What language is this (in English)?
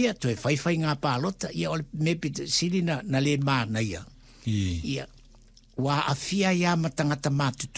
Samoan